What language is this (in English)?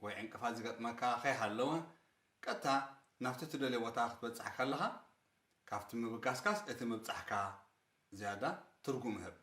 Tigrinya